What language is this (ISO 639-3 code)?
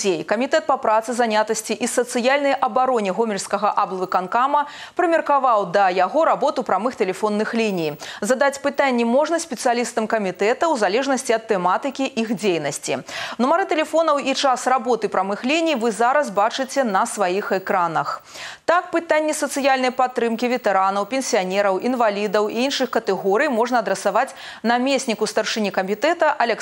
bel